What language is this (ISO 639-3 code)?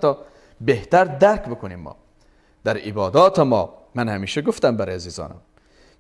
fas